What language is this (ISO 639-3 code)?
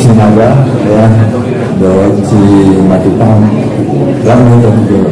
akb